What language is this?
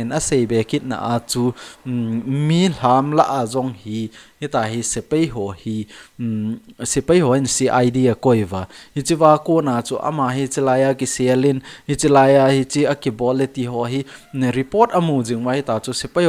Thado Chin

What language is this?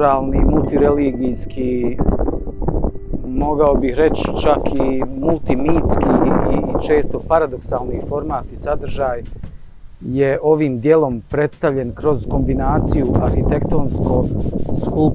Bosnian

